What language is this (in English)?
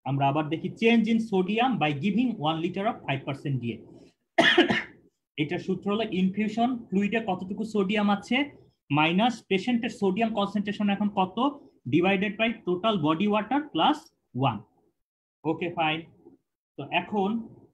Bangla